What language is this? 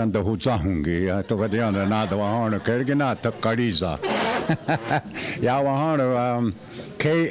Mohawk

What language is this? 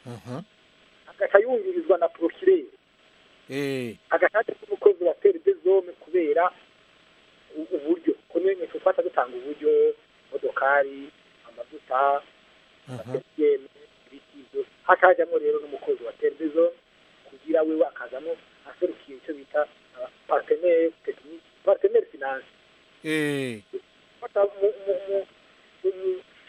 Kinyarwanda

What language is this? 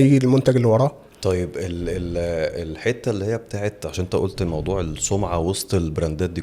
Egyptian Arabic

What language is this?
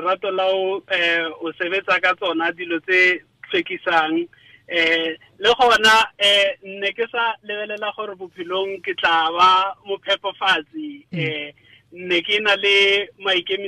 Tswana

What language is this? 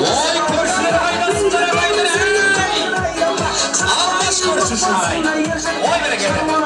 Kara-Kalpak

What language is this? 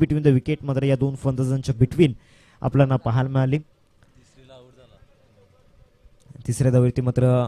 Marathi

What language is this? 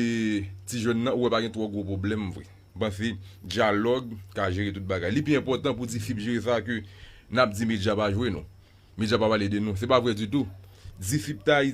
Haitian Creole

